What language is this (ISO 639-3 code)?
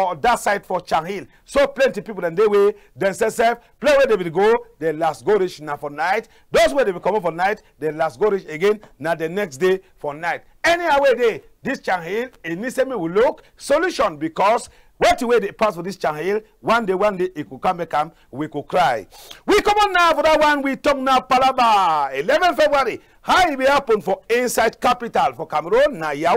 wes